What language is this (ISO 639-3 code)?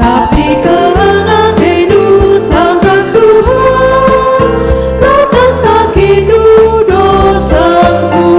btx